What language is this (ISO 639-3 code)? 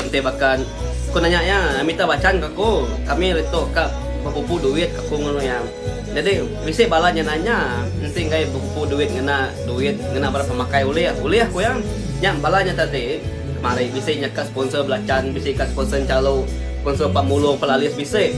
iba